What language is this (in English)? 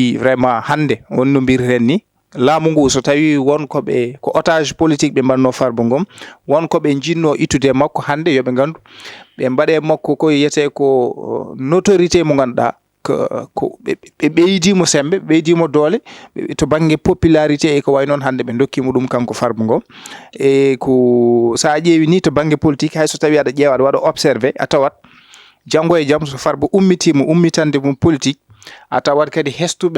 Fula